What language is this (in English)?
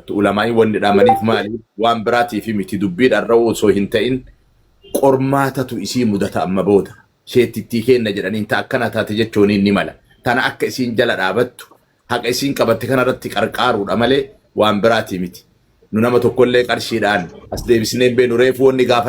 Oromo